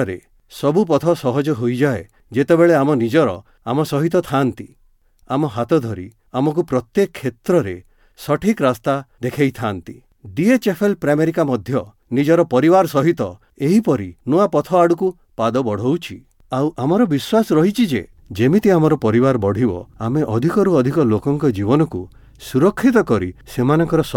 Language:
Odia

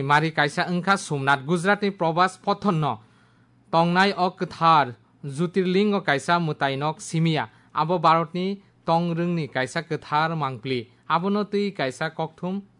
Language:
Kok Borok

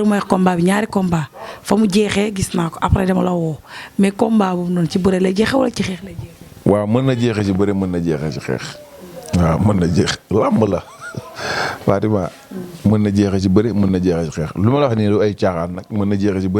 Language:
Wolof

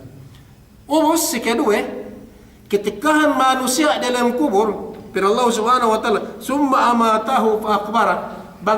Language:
Yakan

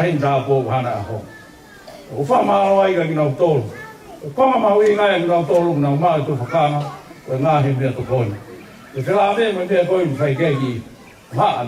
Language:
Tongan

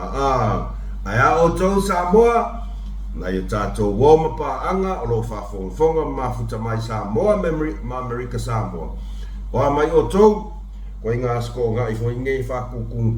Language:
Samoan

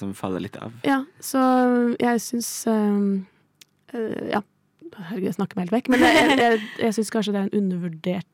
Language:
Norwegian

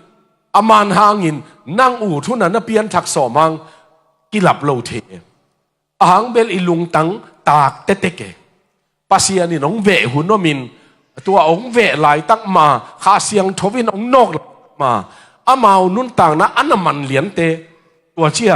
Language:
Tedim Chin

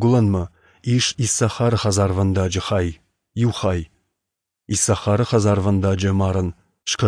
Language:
Ossetic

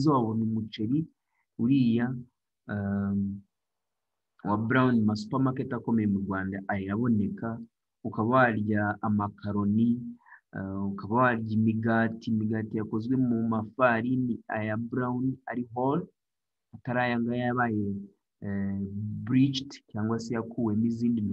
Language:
Kinyarwanda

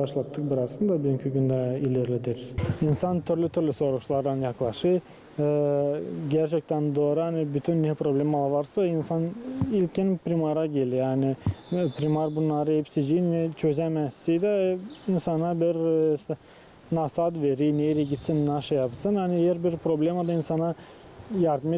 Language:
Gagauz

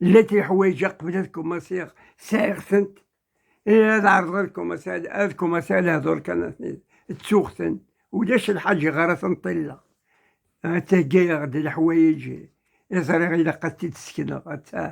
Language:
Kabyle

